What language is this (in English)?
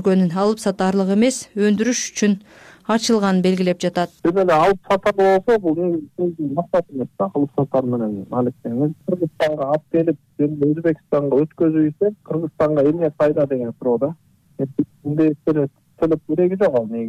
Kyrgyz